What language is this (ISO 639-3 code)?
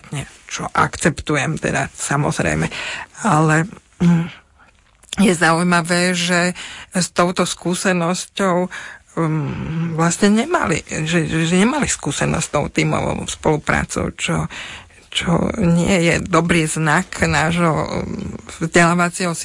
slk